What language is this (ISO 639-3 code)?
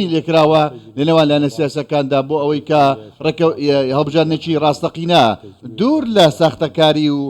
ckb